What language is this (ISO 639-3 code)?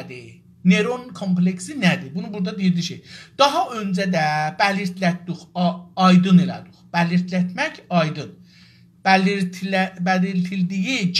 azb